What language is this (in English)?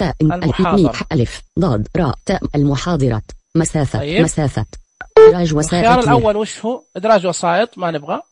Najdi Arabic